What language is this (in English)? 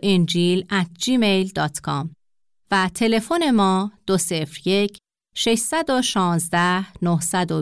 Persian